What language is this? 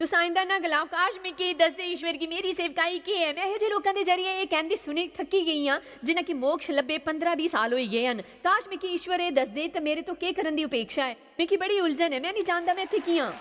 Dogri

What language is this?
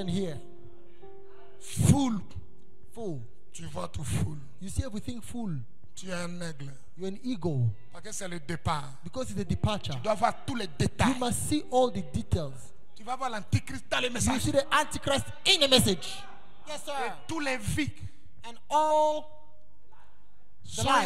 French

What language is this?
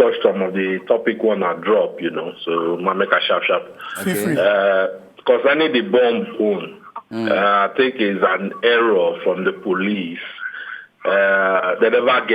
Nigerian Pidgin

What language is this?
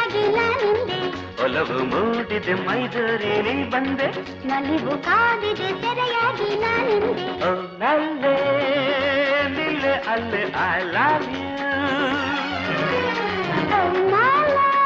Kannada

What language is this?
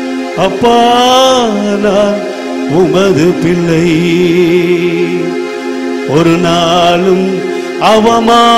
Tamil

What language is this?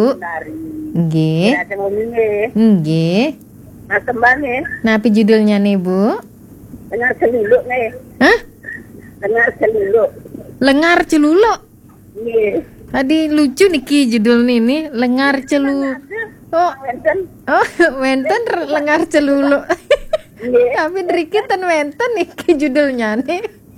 Balinese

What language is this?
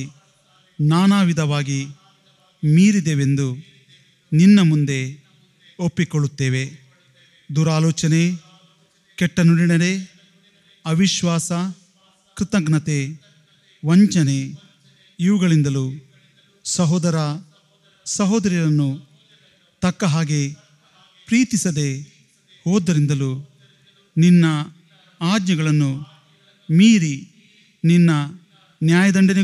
Kannada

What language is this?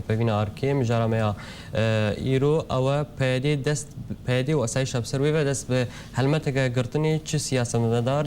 Kurdish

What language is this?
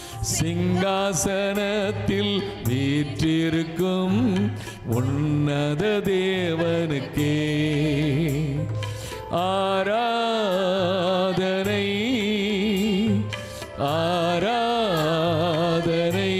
Tamil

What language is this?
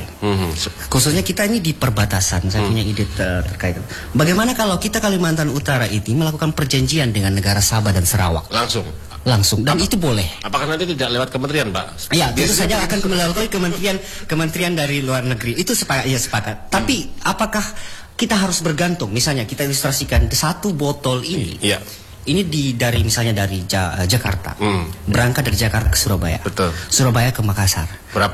Indonesian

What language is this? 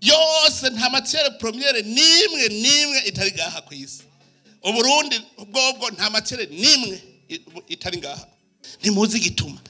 Rundi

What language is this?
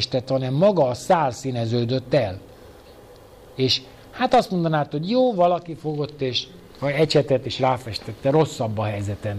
Hungarian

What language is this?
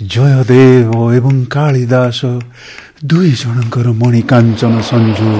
Odia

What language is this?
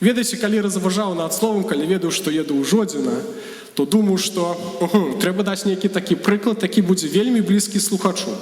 Belarusian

